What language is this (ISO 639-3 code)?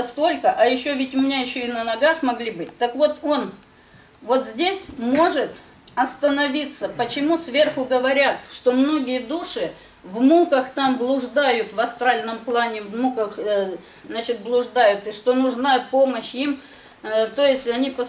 rus